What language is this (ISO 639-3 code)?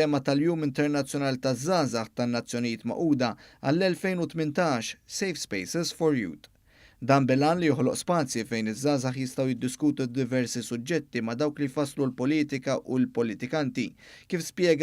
mlt